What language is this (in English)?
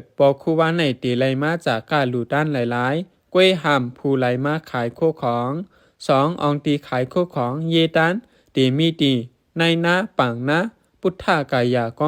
Shan